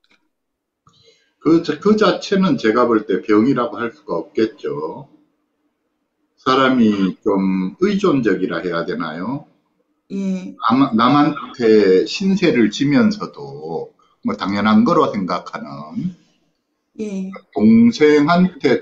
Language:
Korean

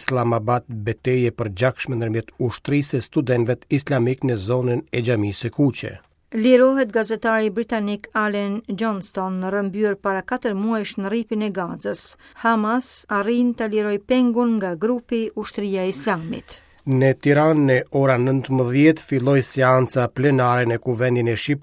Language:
Albanian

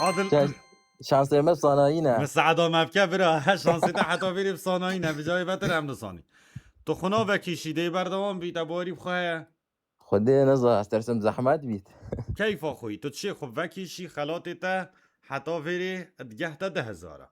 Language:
Kurdish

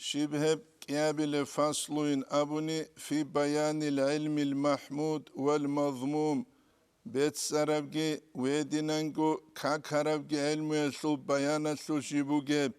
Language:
Avaric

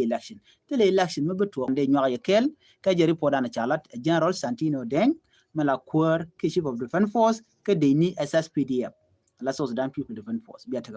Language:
Nuer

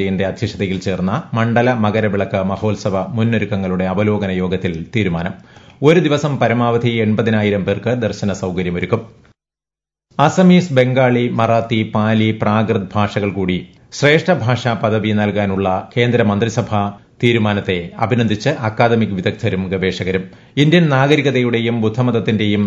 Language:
Malayalam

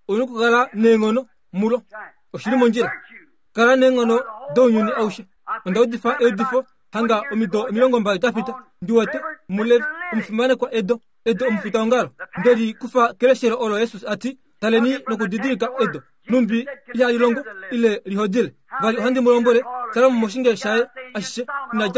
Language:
Kuanyama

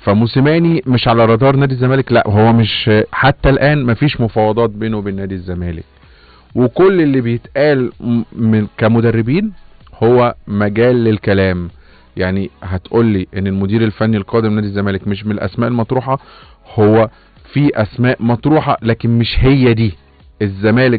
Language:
Egyptian Arabic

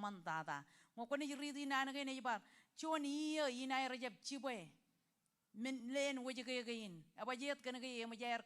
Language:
Marshallese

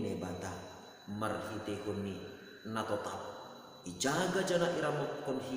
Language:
Batak Simalungun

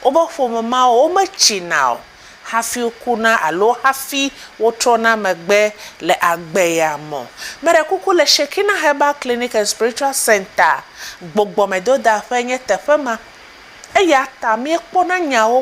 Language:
Ewe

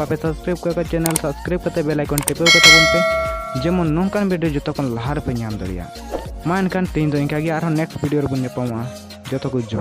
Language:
Santali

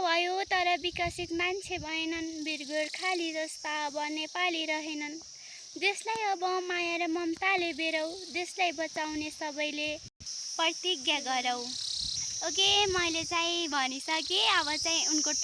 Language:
Nepali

